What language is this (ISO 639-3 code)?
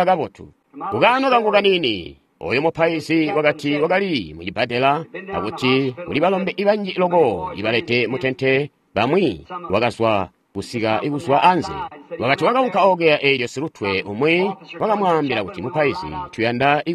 toi